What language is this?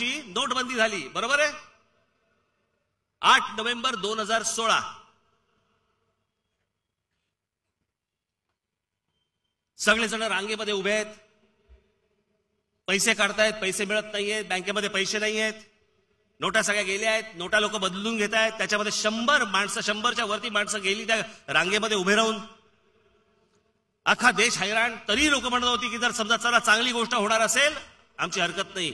Marathi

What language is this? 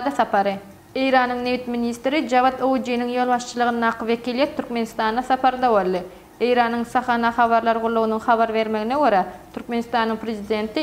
Turkmen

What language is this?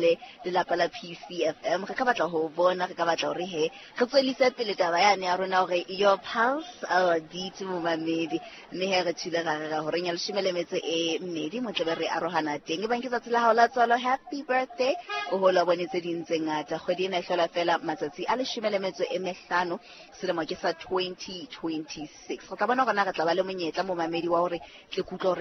Southern Sotho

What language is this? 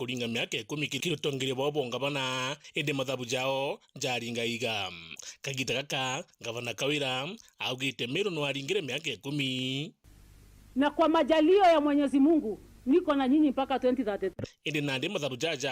Meru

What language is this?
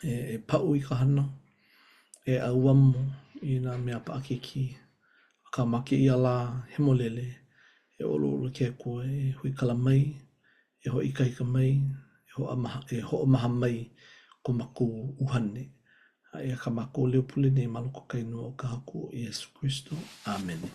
Hawaiian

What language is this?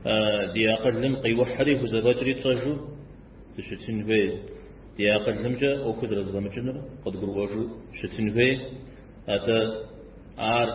Kabardian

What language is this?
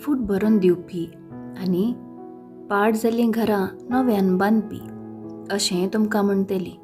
Konkani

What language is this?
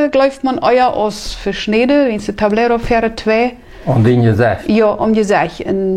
Plautdietsch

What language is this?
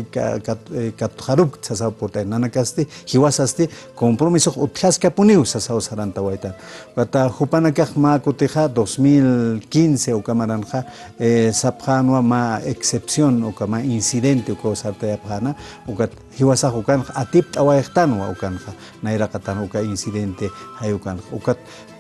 Aymara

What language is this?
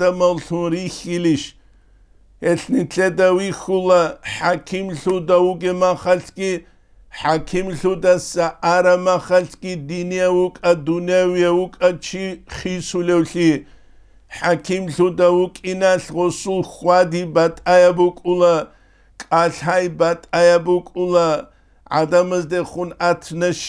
Avaric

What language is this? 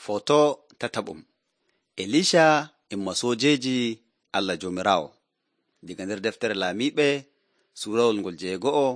Nigerian Fulfulde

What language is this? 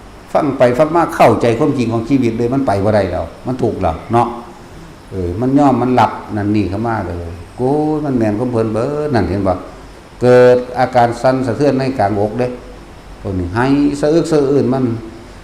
Northeastern Thai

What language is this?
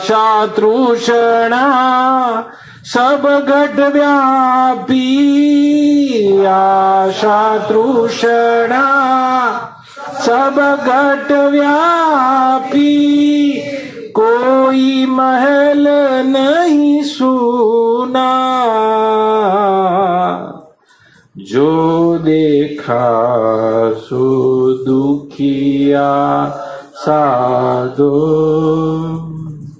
Gujarati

